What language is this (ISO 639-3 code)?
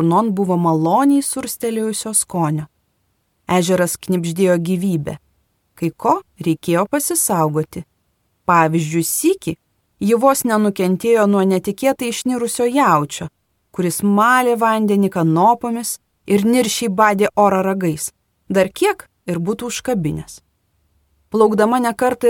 lit